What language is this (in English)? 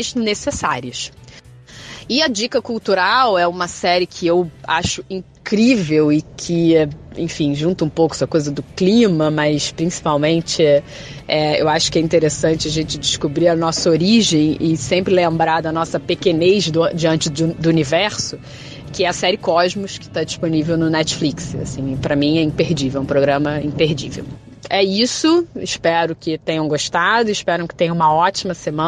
Portuguese